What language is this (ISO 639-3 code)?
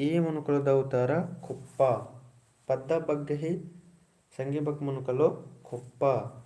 kru